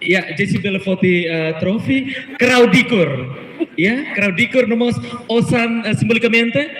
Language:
Tetum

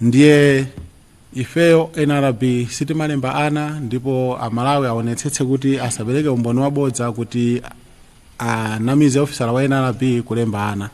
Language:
Nyanja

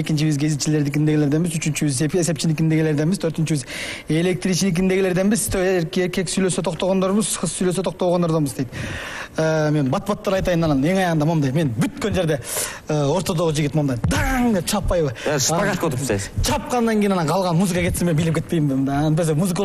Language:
Kyrgyz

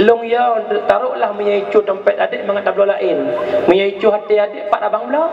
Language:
Achinese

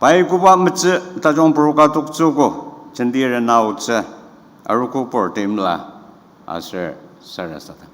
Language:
Ao Naga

